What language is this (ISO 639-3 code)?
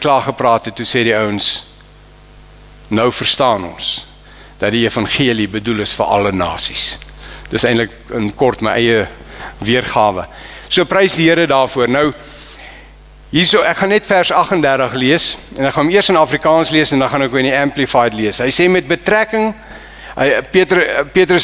afr